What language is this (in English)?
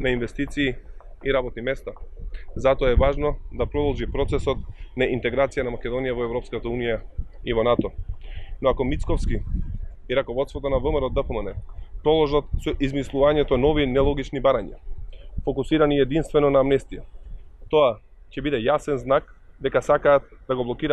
Macedonian